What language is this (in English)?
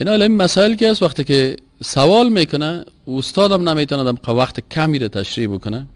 Persian